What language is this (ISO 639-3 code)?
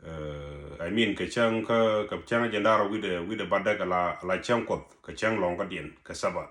nus